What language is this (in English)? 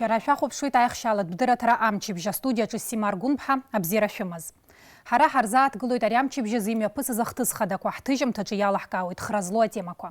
Abkhazian